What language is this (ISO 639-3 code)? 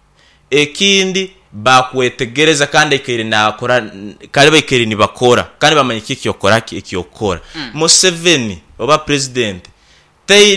nyn